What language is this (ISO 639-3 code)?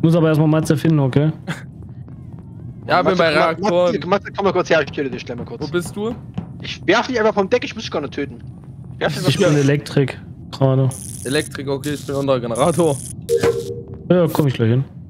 deu